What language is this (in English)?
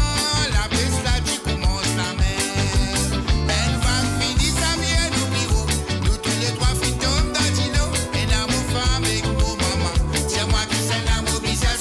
Morisyen